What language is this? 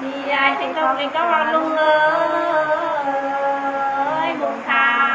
Nung (Viet Nam)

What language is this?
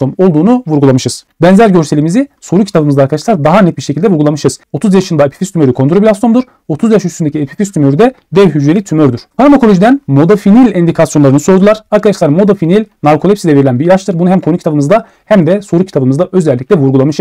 Turkish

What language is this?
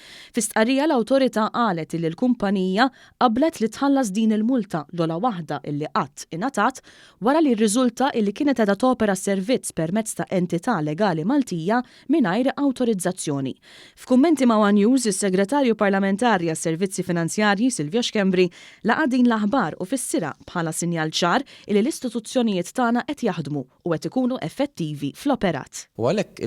Maltese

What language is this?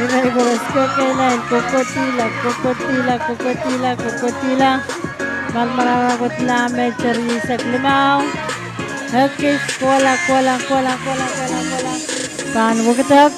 Pohnpeian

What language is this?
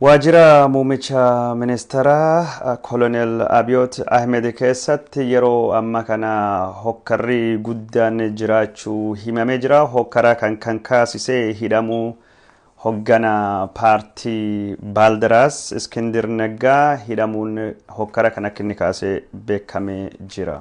Oromo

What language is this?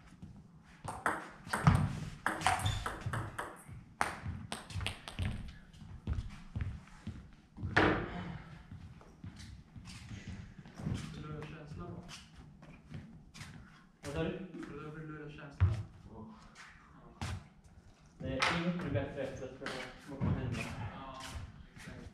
Swedish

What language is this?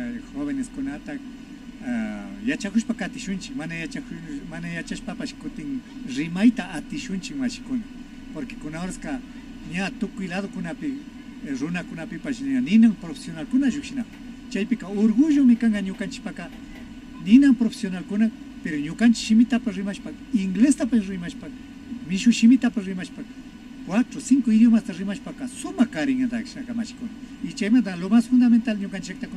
Imbabura Highland Quichua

